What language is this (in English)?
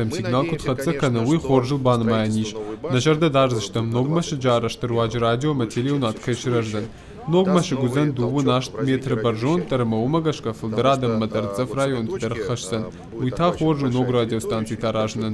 Ossetic